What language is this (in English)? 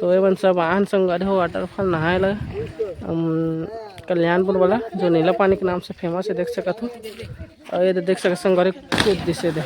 Chhattisgarhi